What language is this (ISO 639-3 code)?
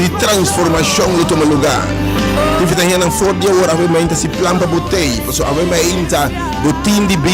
pap